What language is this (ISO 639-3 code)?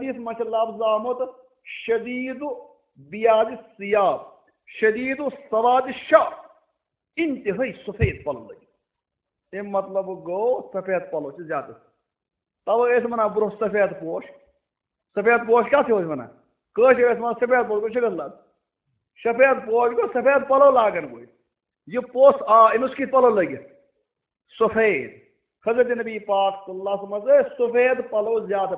kas